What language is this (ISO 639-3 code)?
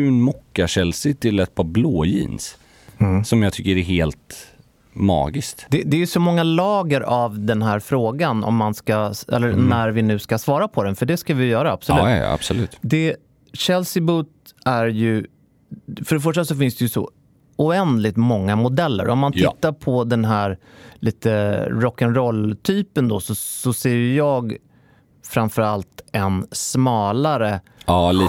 swe